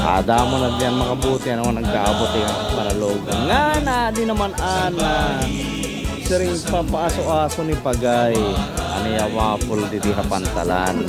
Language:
Waray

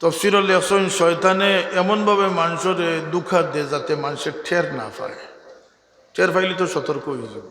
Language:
Sylheti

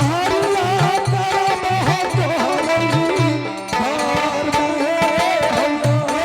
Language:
Angika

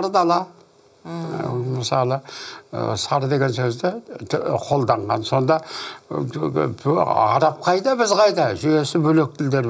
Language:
Kazakh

